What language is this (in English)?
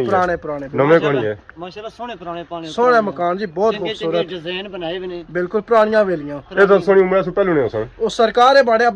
Pahari-Potwari